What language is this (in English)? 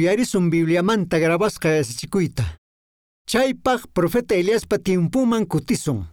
Quechua